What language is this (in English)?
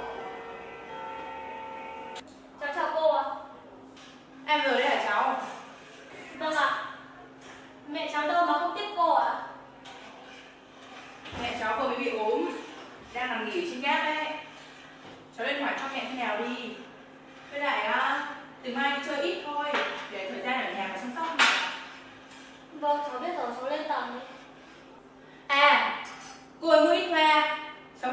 Vietnamese